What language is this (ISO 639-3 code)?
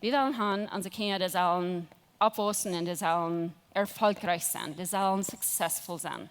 pdt